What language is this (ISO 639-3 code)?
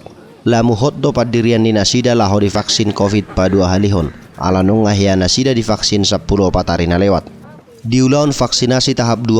bbc